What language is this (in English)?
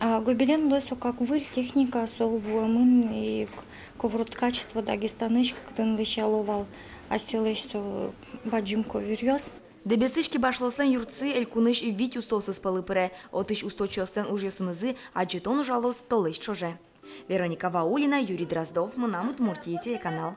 Udmurt